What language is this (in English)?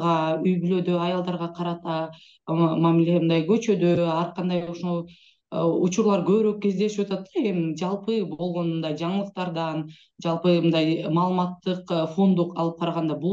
Kyrgyz